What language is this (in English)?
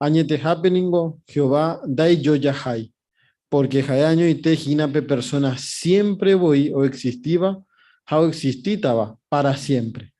Guarani